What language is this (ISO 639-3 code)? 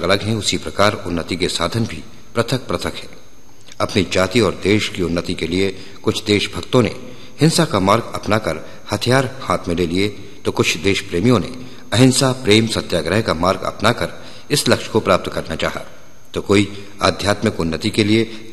hin